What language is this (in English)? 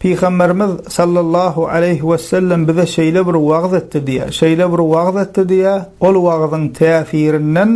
Turkmen